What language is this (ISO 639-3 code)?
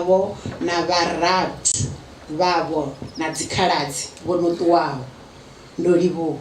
ven